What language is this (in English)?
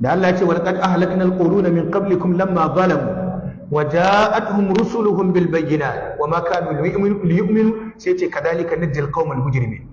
Hausa